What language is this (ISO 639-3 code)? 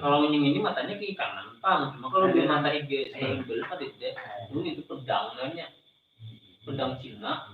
bjn